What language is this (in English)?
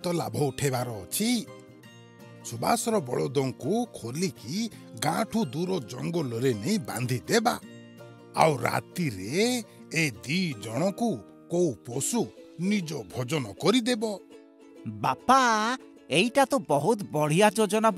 Odia